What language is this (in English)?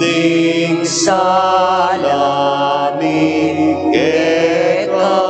Pampanga